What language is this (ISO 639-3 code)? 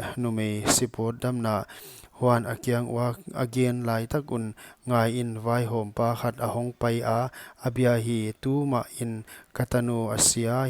pck